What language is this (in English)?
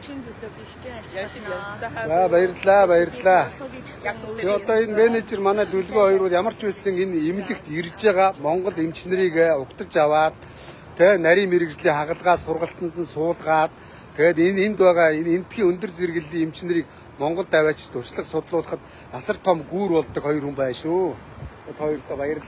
Mongolian